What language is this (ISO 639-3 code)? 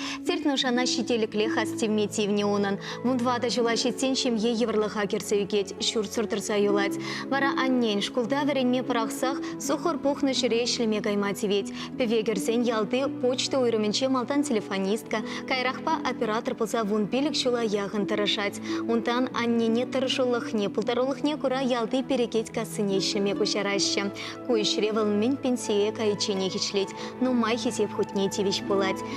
chv